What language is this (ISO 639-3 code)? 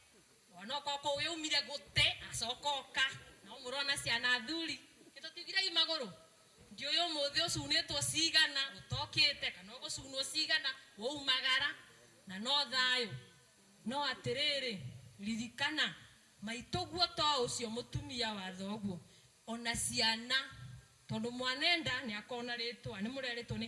kik